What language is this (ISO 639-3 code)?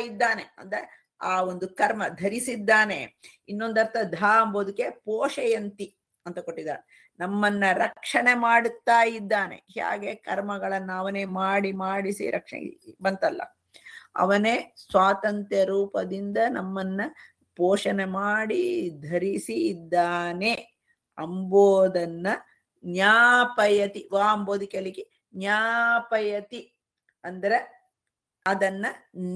kan